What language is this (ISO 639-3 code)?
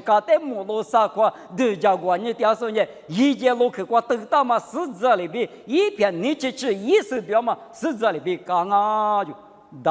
lis